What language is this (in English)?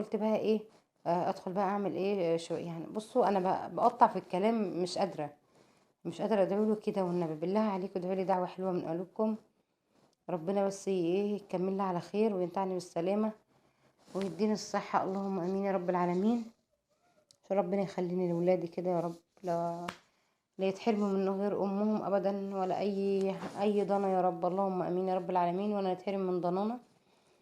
Egyptian Arabic